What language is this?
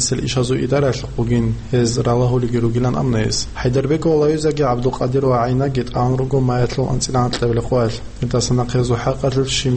Avaric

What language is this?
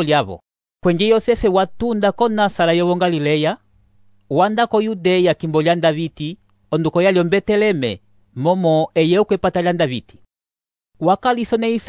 Umbundu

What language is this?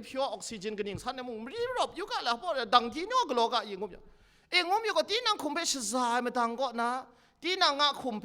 Kachin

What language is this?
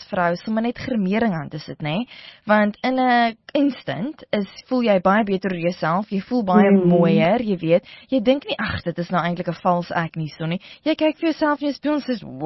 Afrikaans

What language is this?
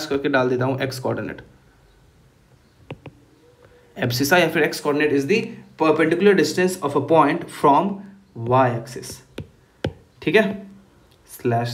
Hindi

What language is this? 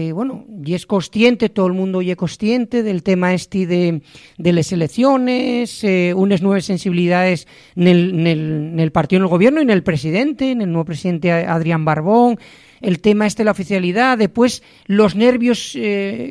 Asturian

